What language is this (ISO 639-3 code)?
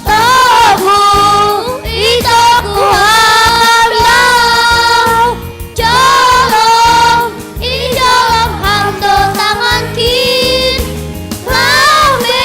bts